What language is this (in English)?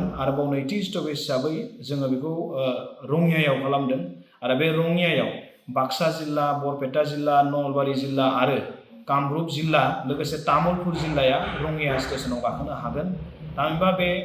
Bodo